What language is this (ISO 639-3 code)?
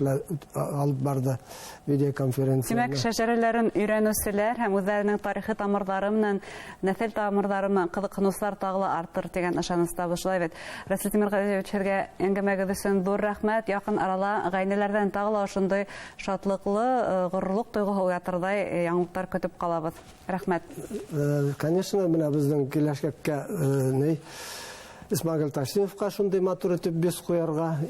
bak